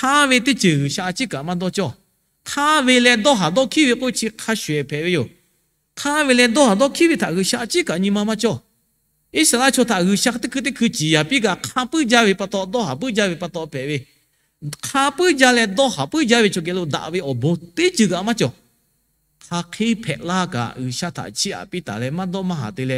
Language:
Lahu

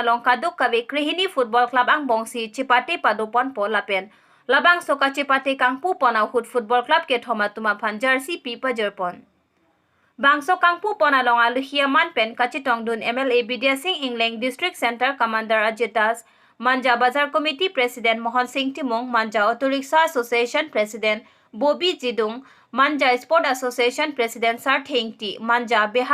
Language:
Karbi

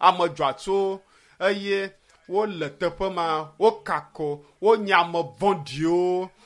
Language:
Ewe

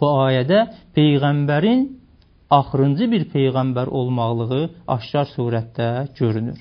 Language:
Azerbaijani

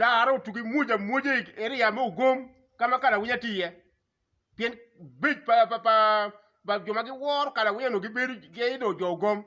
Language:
Acoli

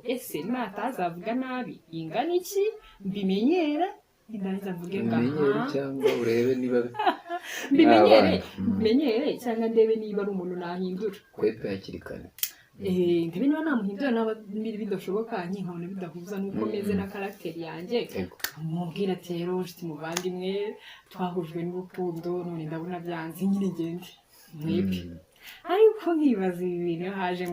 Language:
Kinyarwanda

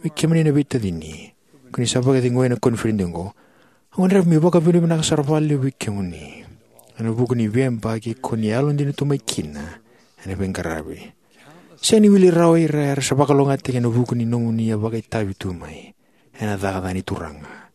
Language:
Fijian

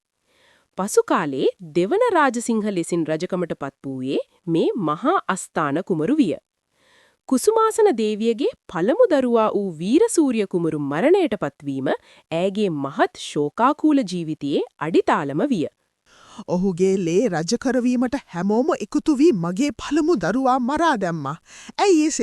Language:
Sinhala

